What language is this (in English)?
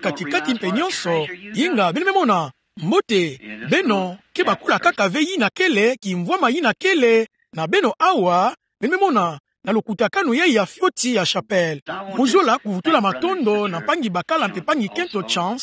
Kituba (Democratic Republic of Congo)